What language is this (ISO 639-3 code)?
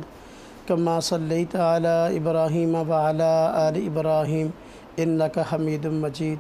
urd